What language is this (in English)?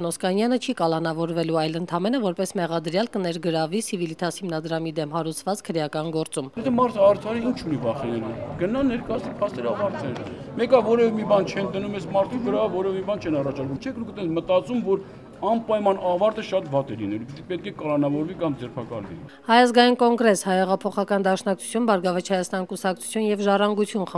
Armenian